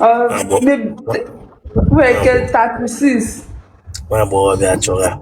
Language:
Igbo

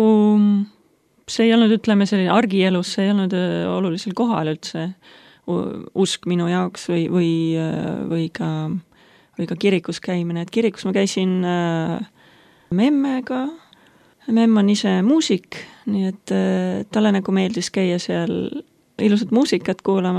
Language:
Estonian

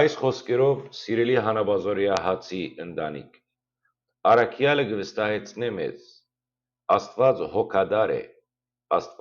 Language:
Western Armenian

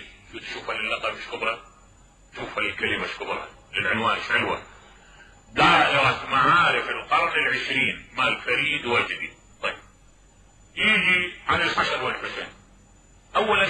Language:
Mesopotamian Arabic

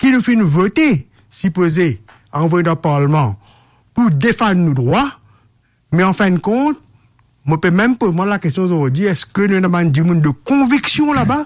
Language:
Morisyen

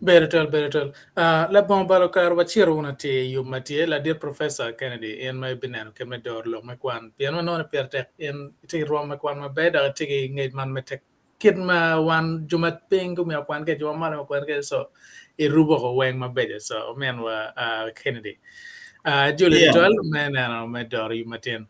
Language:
Acoli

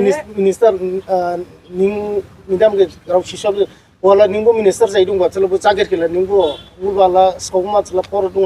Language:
Dimasa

